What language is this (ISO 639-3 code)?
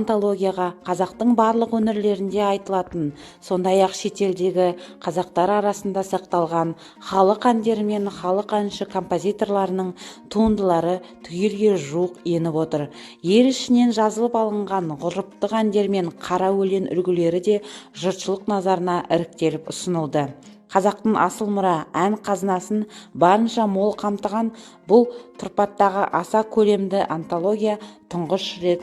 kaz